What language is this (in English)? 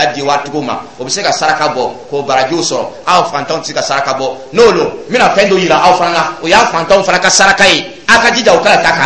Dyula